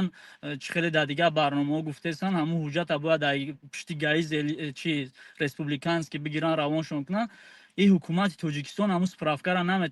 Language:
Tajik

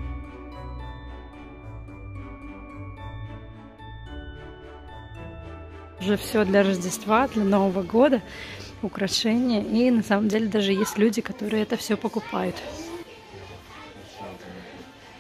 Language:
Russian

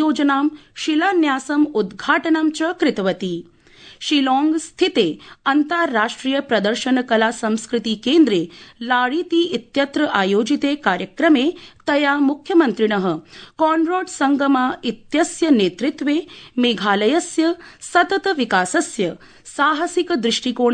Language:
Sanskrit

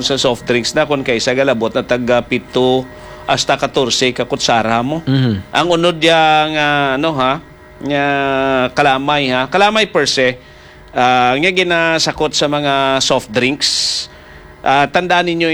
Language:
Hiligaynon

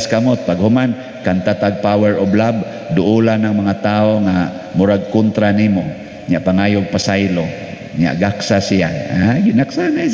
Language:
Cebuano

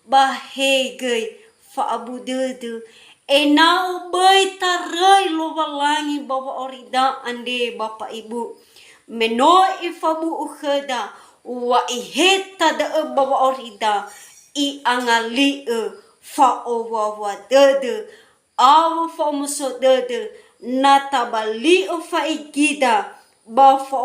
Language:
Nias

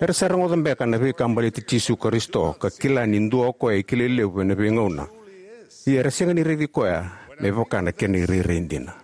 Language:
Fijian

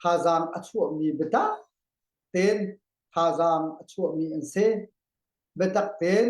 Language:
Hakha Chin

